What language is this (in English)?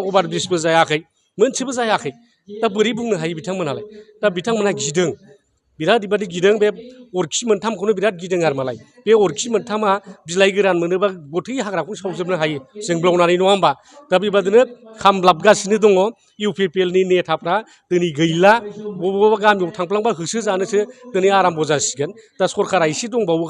Bodo